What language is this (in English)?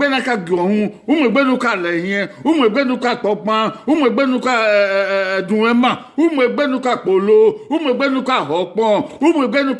Bini